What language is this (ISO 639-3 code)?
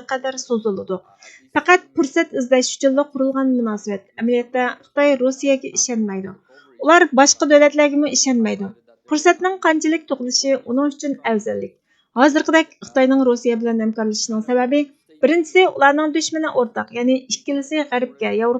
uig